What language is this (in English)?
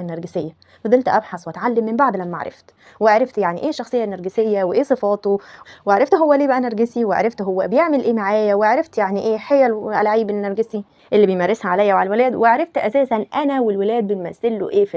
Egyptian Arabic